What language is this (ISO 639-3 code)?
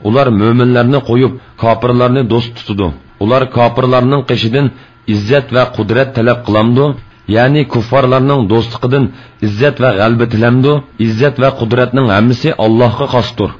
uig